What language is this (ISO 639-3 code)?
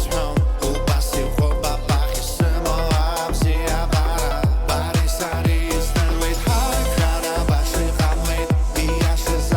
abk